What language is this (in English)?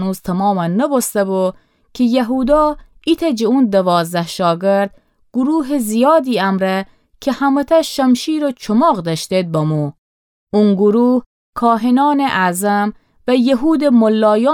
Gilaki